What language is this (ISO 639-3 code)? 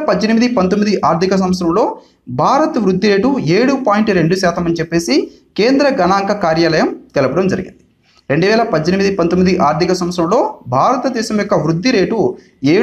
tel